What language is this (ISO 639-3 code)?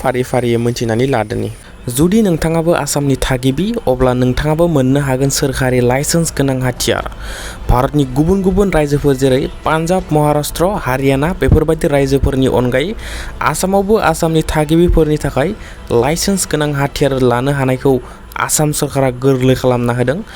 brx